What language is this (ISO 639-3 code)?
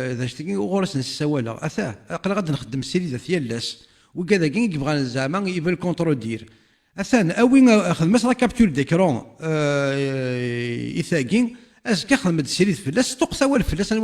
kab